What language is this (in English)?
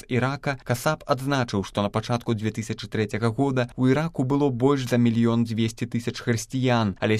Belarusian